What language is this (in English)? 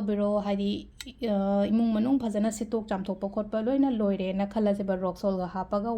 Manipuri